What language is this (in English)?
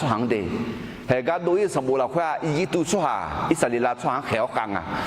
Akha